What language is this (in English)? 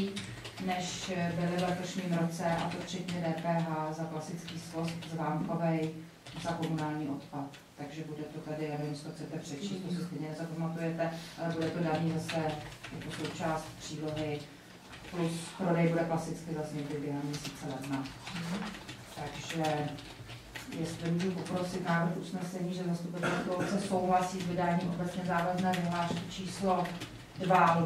Czech